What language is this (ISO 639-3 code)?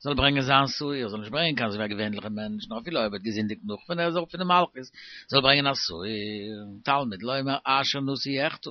yid